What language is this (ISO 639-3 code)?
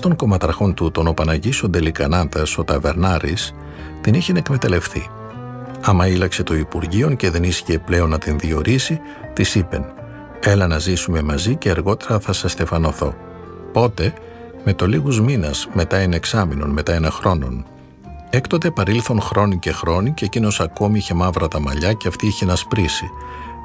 ell